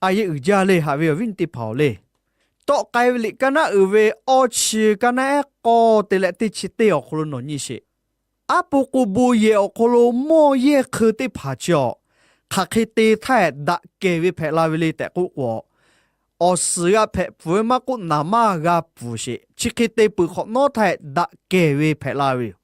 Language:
Lahu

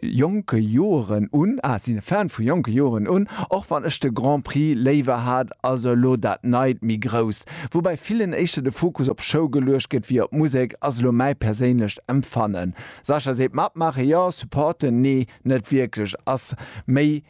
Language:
Luxembourgish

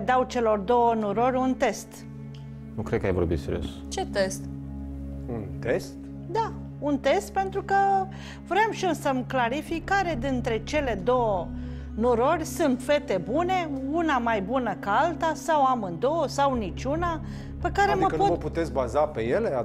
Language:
Romanian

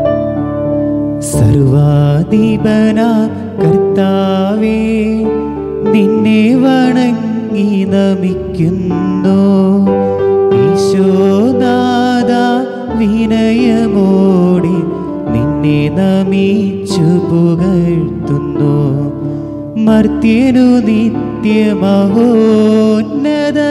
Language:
Malayalam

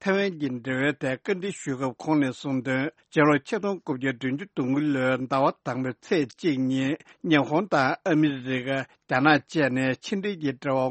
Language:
Tibetan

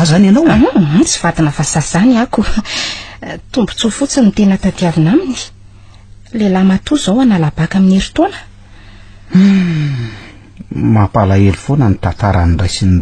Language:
Malagasy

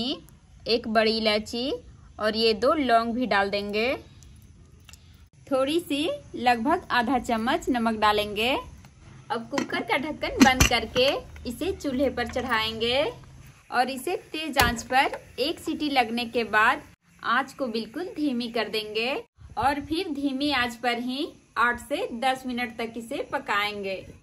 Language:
Hindi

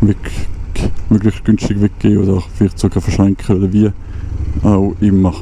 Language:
Swiss German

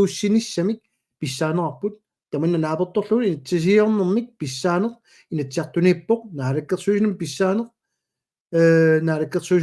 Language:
Kalaallisut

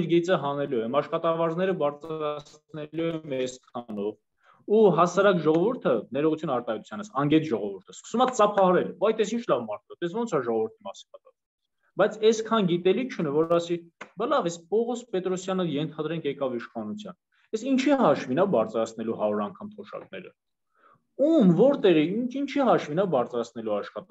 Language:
Armenian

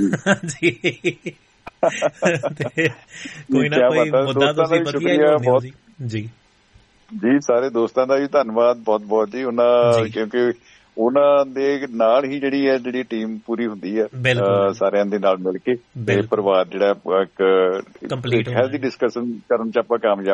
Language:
Punjabi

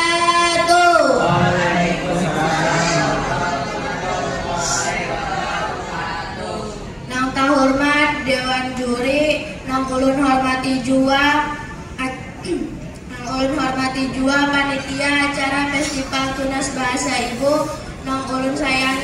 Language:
Banjar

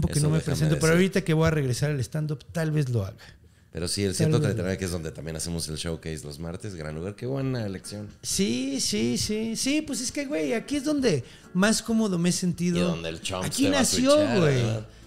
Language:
Spanish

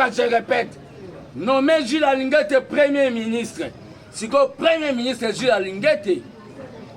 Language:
Lingala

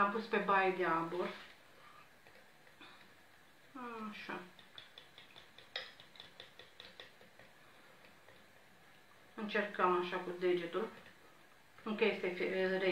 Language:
Romanian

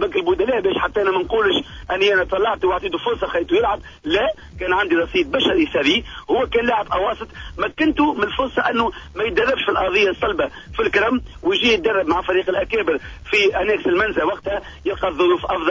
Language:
Tunisian Arabic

